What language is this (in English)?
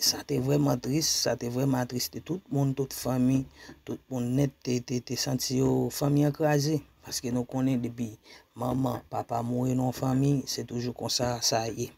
Haitian Creole